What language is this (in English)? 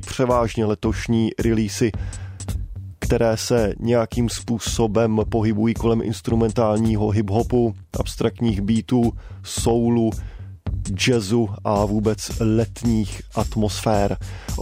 Czech